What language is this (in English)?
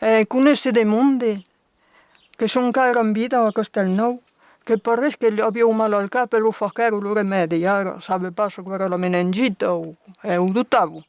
Occitan